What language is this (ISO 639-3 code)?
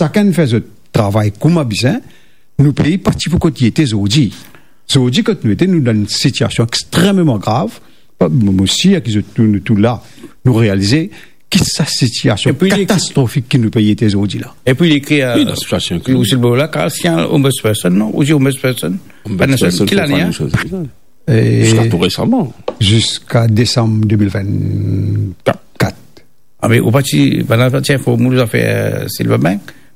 mfe